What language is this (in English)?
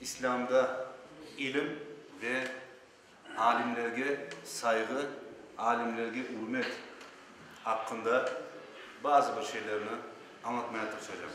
Crimean Tatar